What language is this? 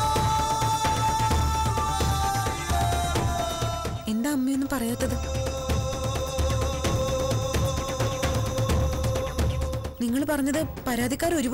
Malayalam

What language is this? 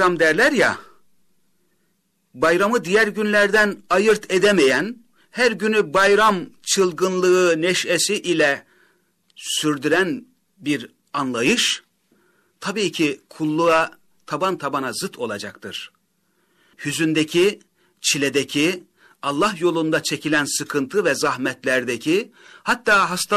Turkish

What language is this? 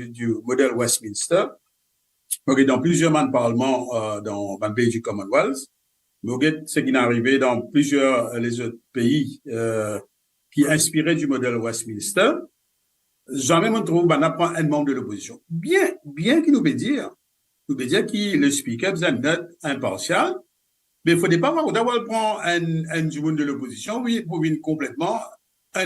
Morisyen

